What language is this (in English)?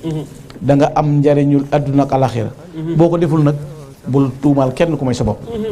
Wolof